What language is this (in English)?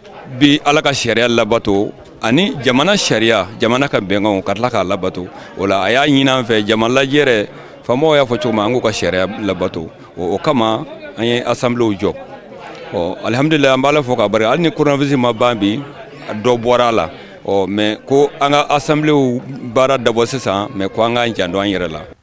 Bambara